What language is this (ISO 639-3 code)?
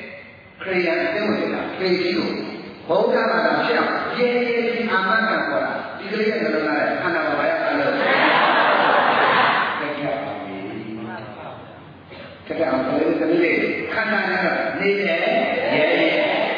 mya